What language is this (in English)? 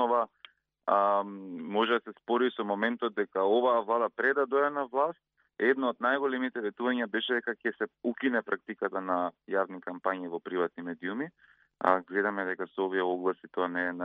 Macedonian